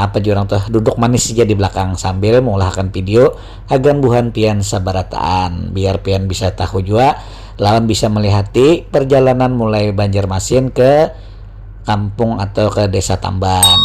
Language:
Banjar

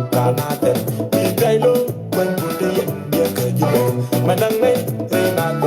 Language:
Nuer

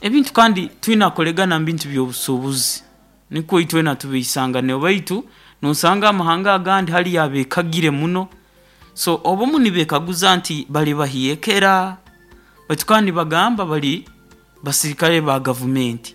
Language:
Nyoro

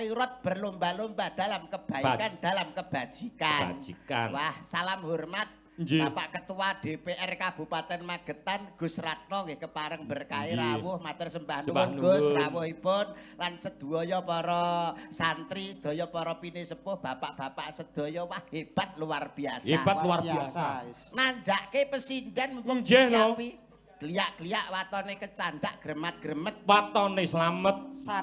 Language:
Javanese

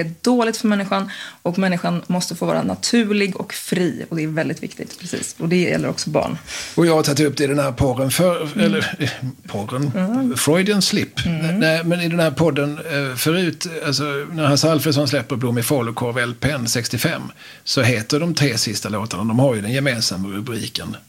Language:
Swedish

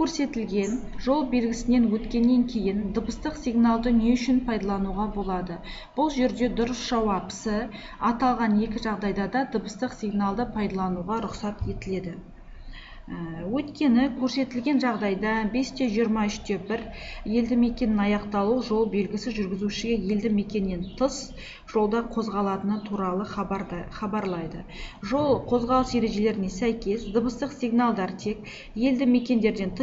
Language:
Kazakh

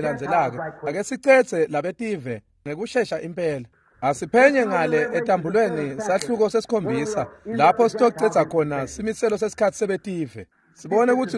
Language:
Swati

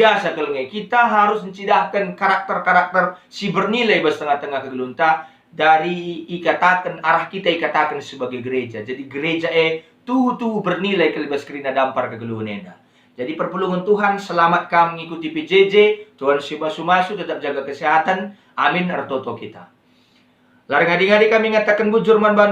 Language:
Batak Karo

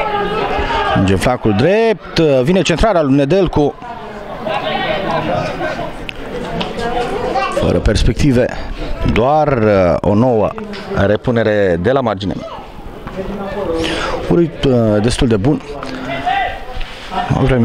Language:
Romanian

